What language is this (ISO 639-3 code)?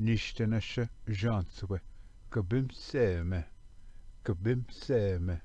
oji